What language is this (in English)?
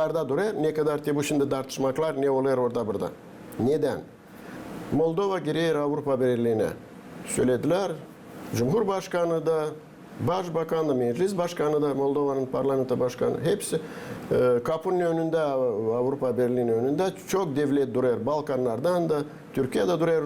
Gagauz